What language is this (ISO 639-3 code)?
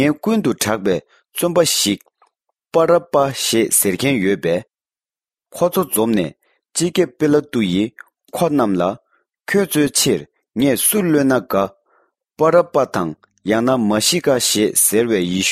bod